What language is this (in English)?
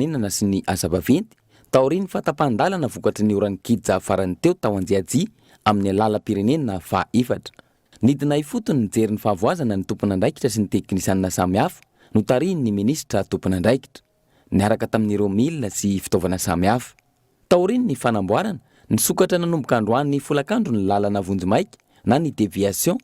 Malagasy